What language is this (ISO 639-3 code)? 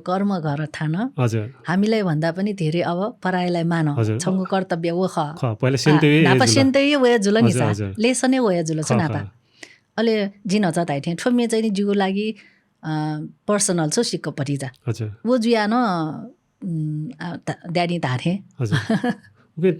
new